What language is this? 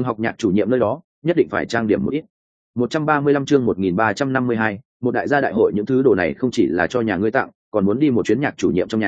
Vietnamese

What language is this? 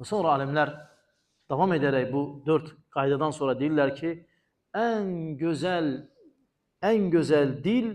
Azerbaijani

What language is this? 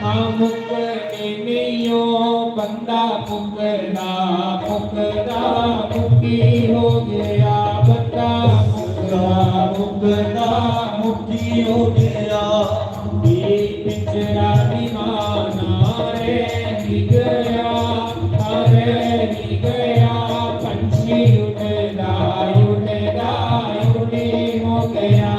Dogri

